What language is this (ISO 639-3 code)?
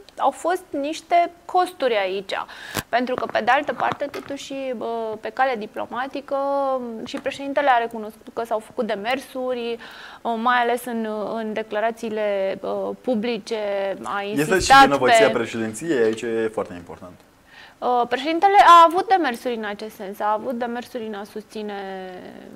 ron